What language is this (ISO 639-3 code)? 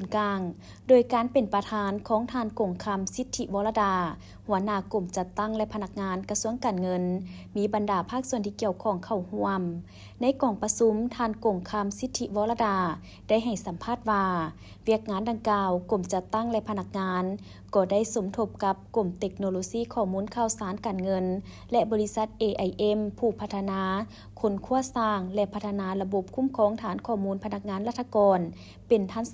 lao